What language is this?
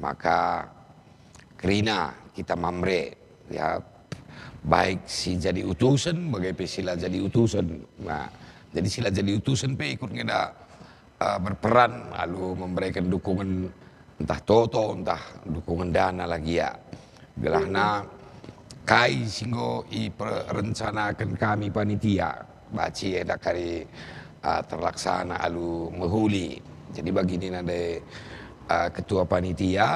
Batak Karo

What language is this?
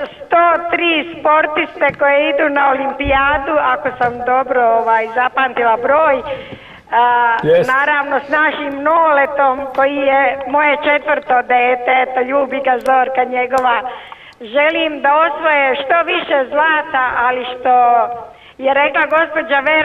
Serbian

